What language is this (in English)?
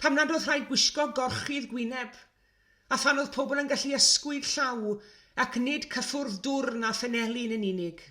Welsh